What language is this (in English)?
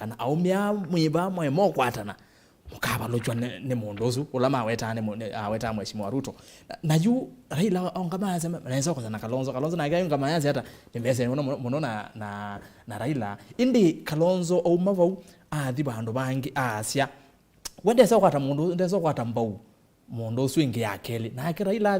Kamba